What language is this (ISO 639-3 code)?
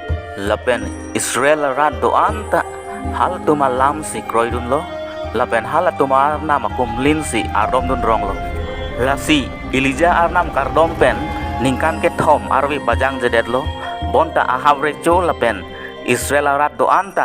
mjw